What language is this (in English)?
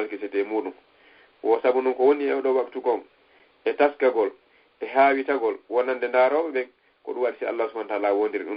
Fula